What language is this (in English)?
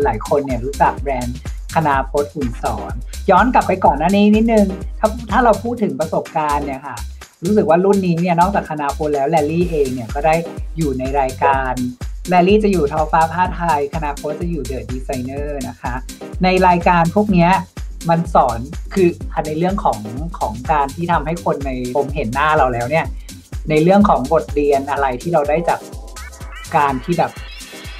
Thai